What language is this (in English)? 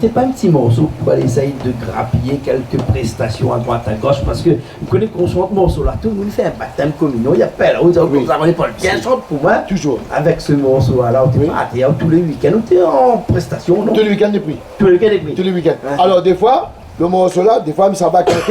Réunion Creole French